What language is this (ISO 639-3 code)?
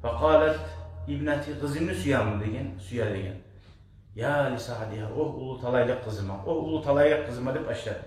kum